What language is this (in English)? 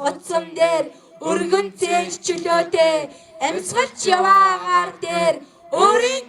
Mongolian